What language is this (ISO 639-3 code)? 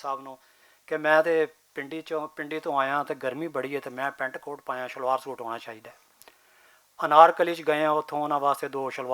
lah